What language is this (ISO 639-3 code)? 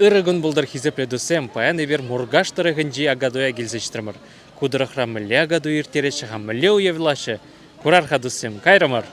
chv